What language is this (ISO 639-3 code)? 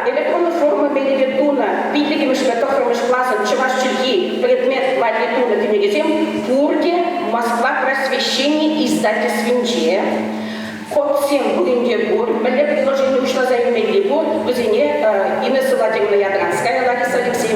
chv